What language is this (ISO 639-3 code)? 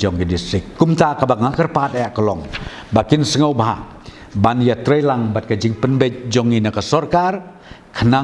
kha